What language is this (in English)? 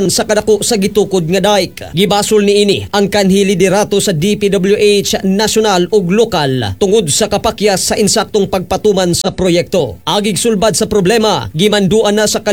Cebuano